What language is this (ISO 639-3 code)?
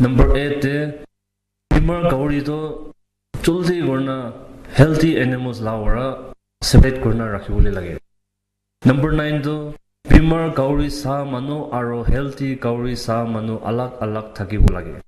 nag